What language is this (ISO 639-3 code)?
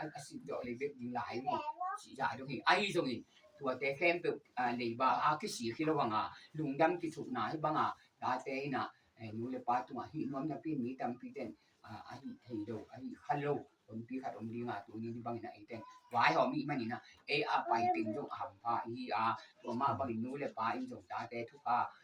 ctd